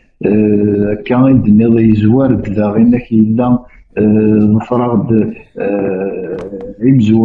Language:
Kabyle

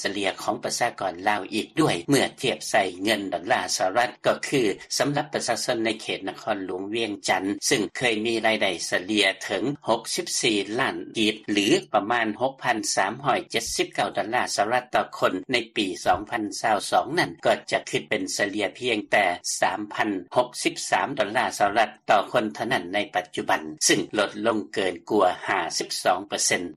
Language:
Lao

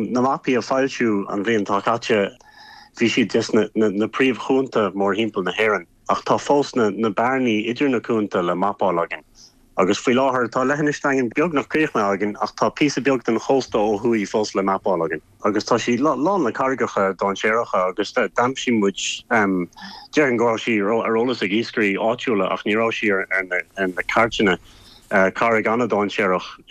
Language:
Irish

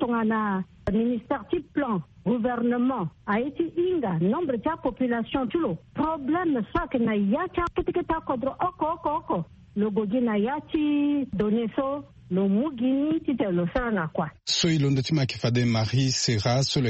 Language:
Sango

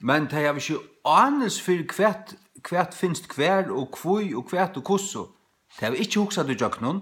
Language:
Faroese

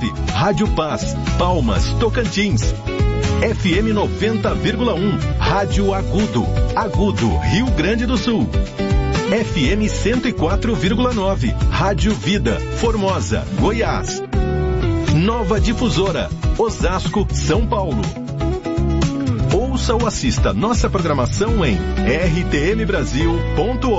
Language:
Portuguese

